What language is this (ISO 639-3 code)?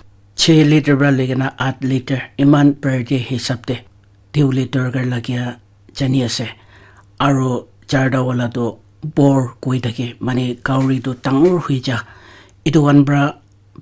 nag